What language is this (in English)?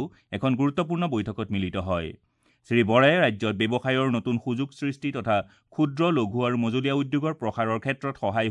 Assamese